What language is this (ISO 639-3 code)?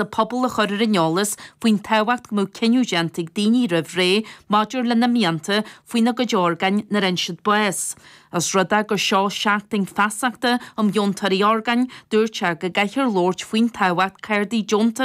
gle